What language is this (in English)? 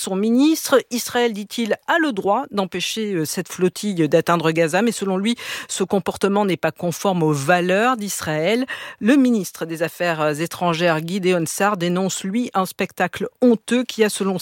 French